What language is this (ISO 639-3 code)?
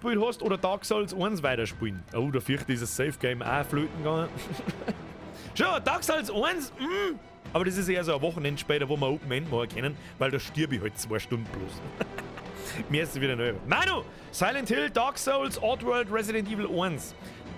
bar